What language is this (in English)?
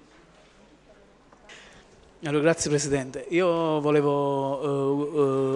Italian